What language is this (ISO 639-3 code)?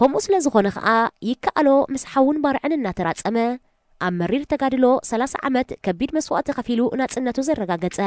tir